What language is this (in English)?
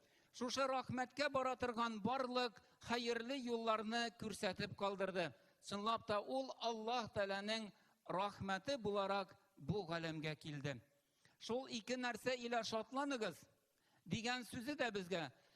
Tatar